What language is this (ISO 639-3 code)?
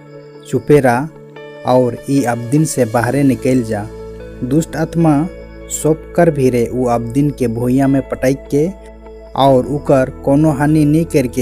sck